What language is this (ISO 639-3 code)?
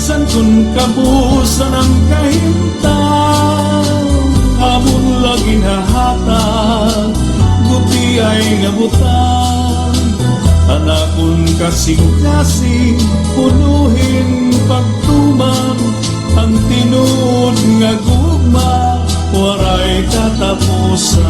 war